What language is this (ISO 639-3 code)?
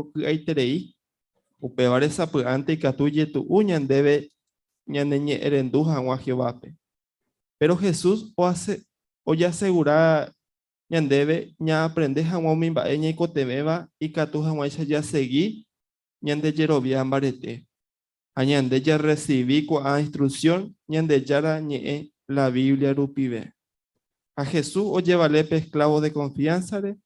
grn